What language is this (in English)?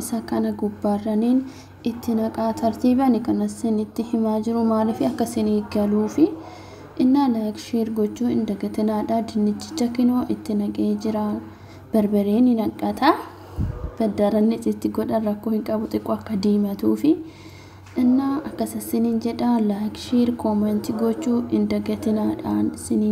Oromo